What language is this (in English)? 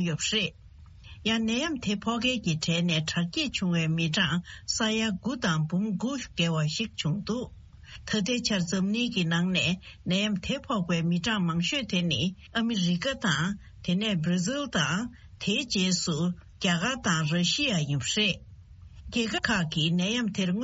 Tibetan